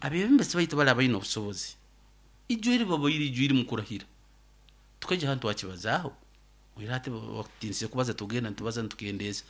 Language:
Nyoro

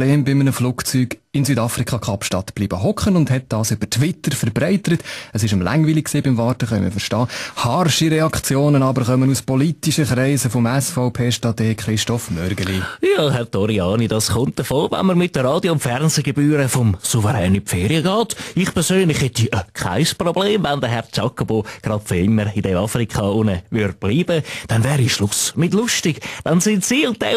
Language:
Swiss German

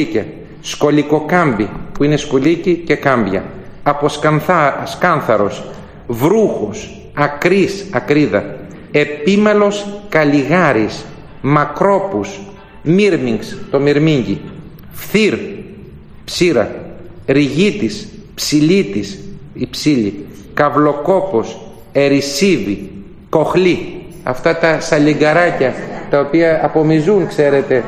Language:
Greek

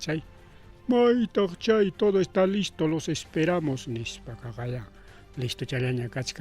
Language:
Ayacucho Quechua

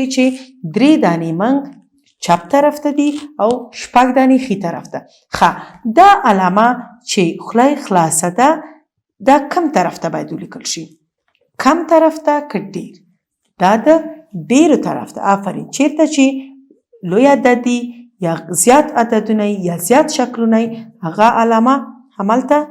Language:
Pashto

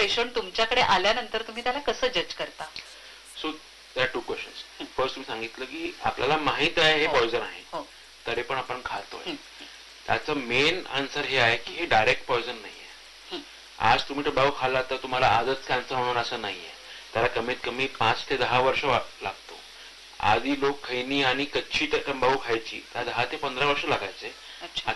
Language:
Marathi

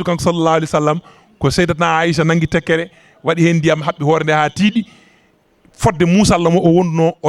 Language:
Fula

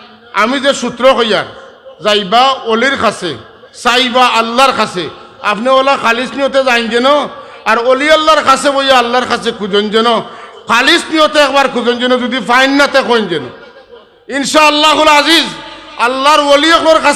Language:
Sylheti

